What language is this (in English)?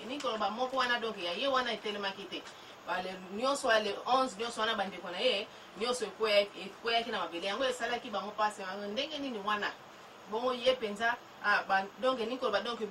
Lingala